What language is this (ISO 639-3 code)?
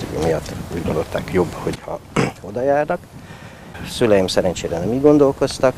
hun